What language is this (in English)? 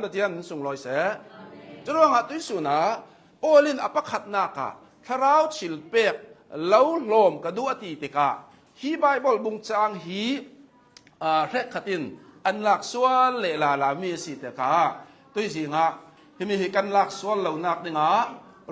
Hakha Chin